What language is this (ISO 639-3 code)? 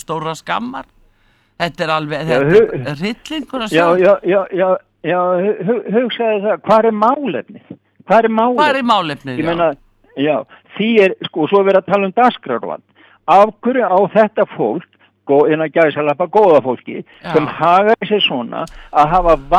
isl